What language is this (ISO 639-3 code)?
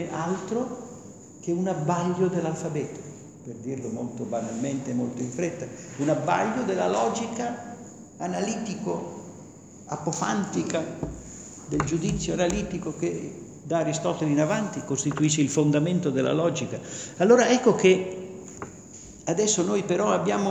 ita